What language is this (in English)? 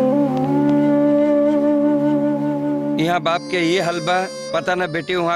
Bhojpuri